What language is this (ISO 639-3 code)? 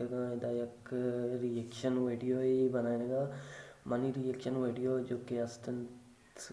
bal